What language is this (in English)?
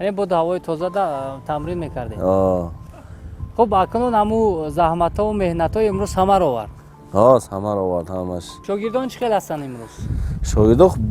Tajik